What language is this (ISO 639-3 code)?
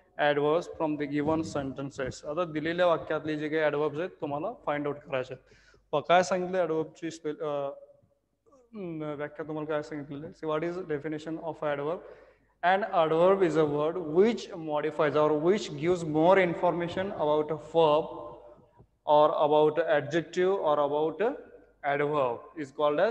mar